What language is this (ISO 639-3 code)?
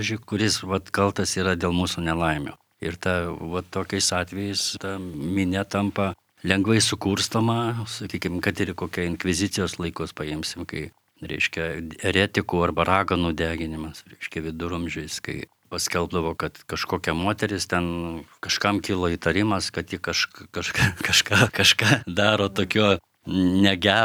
lit